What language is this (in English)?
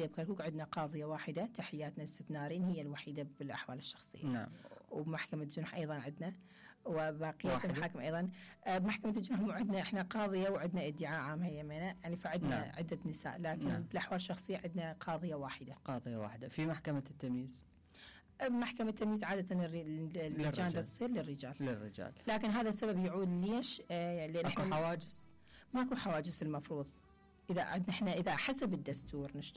Mesopotamian Arabic